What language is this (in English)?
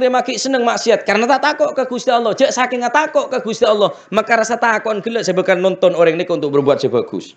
Madurese